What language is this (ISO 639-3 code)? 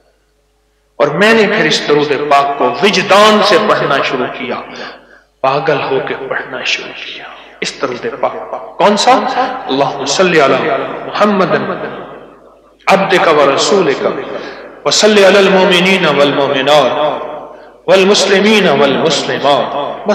urd